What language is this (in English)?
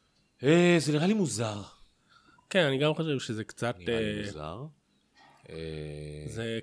Hebrew